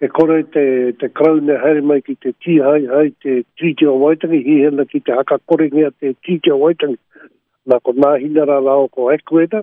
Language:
Māori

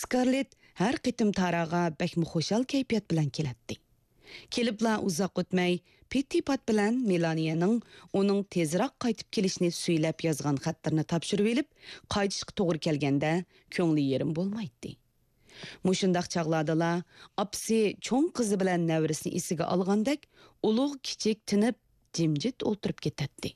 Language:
Uyghur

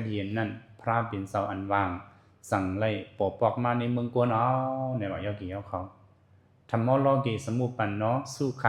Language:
Shan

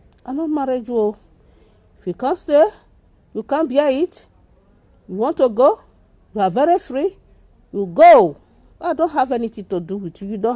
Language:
Nigerian Pidgin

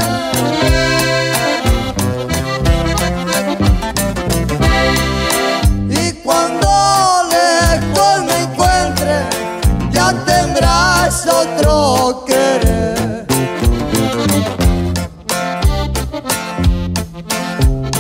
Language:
Spanish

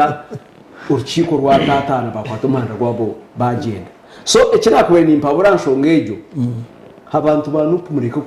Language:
Nyankole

